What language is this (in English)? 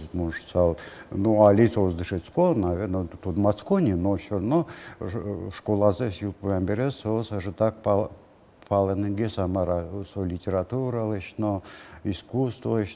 Udmurt